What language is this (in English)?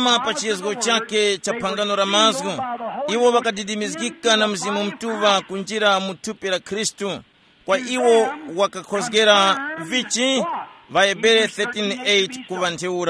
Tumbuka